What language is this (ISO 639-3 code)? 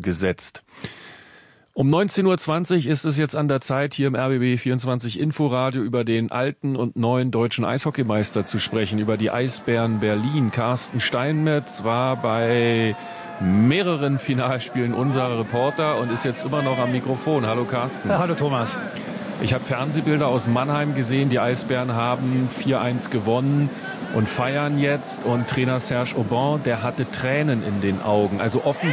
deu